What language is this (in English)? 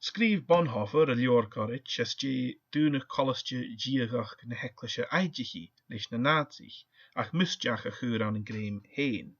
Scottish Gaelic